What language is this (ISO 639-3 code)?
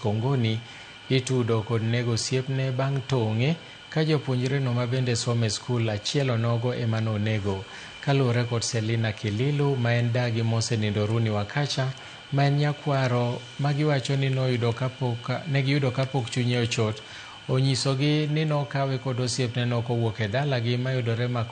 luo